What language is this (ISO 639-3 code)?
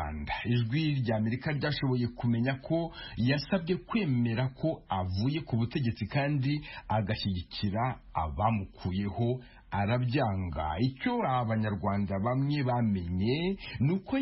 kin